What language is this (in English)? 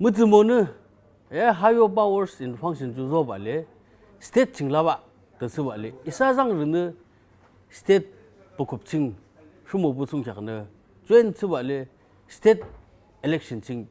Yimchungru Naga